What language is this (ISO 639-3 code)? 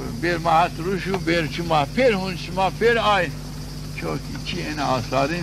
zza